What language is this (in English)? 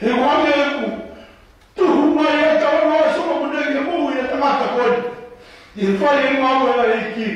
Tongan